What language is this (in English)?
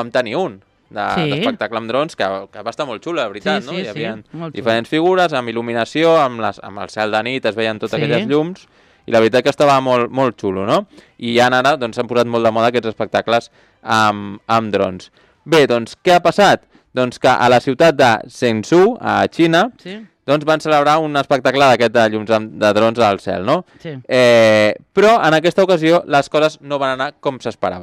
Catalan